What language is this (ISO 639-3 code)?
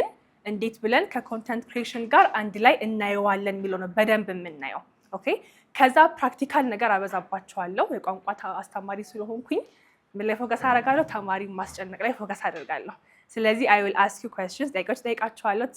amh